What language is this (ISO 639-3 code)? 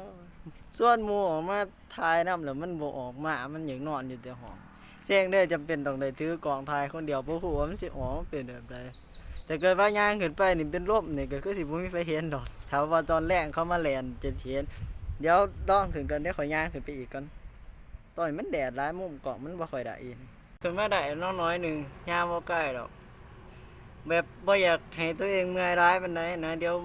lao